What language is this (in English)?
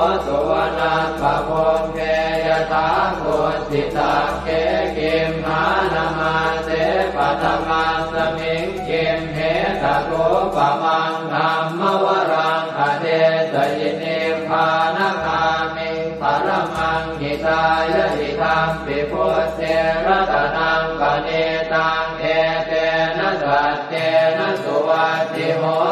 Pali